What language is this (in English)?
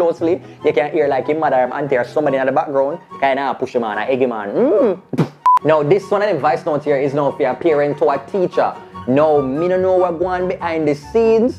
Jamaican Creole English